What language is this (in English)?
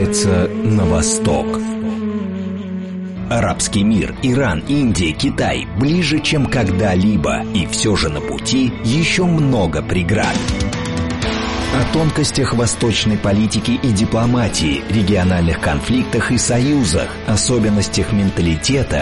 Russian